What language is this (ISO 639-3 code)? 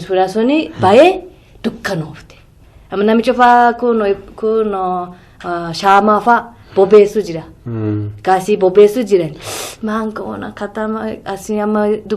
orm